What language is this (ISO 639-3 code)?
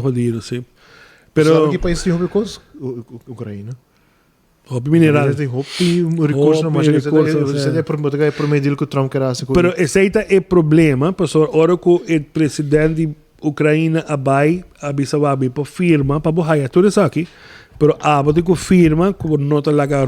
pap